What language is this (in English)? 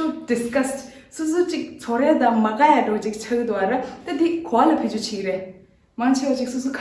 Tibetan